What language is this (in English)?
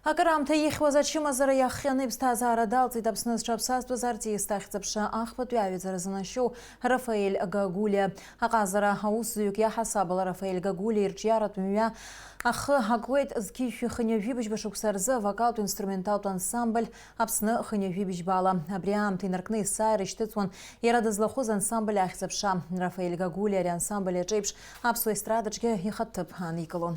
Abkhazian